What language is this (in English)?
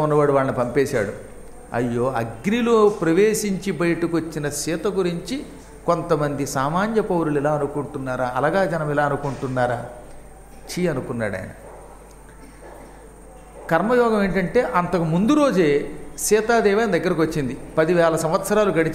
Telugu